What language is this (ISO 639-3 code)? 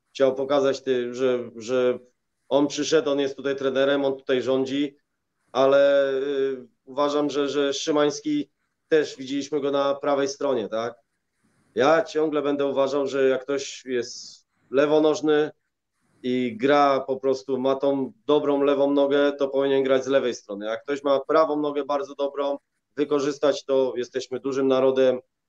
pol